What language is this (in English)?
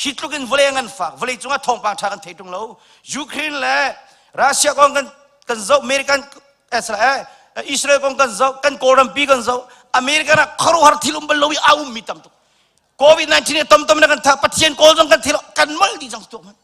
Hakha Chin